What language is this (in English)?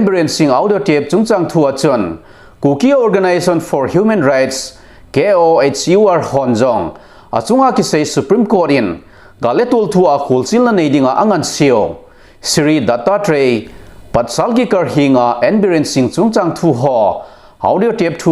Thado Chin